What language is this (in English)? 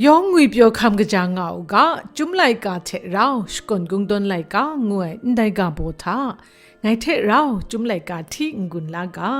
Kachin